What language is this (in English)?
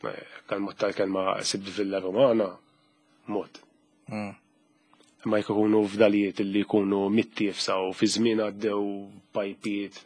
Maltese